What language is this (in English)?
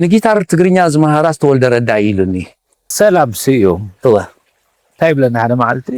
Tigrinya